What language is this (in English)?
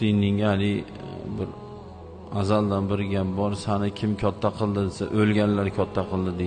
Uzbek